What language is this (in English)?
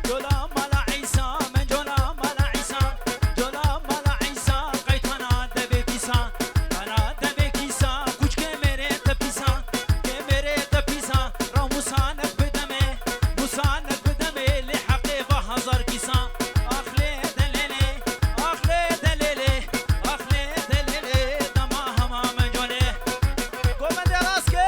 Kurdish